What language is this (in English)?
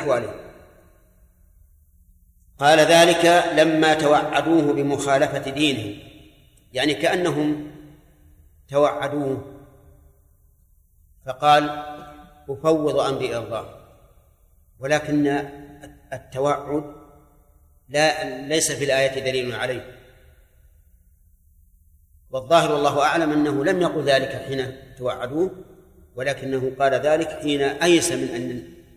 Arabic